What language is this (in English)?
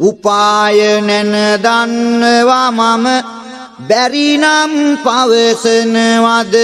Sinhala